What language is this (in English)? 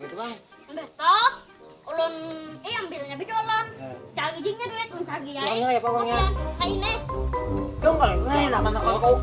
Banjar